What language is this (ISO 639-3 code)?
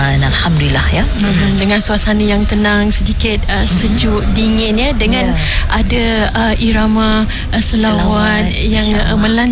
msa